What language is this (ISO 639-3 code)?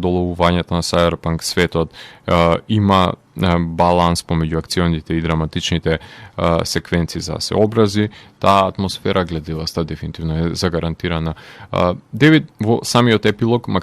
mkd